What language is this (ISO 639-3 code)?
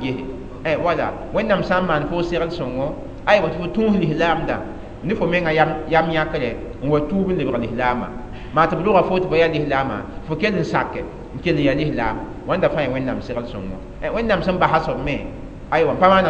mos